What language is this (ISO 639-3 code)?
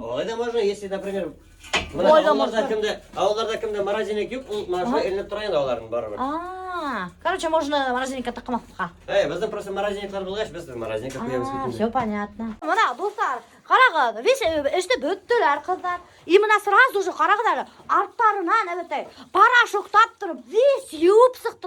bak